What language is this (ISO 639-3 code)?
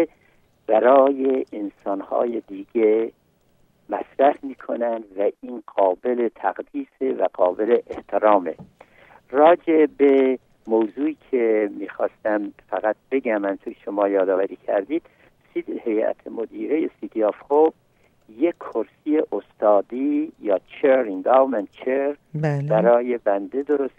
fas